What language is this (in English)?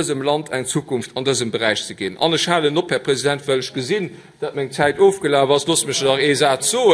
Luxembourgish